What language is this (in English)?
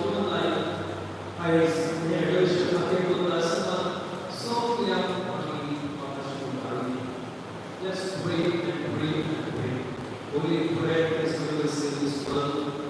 Konkani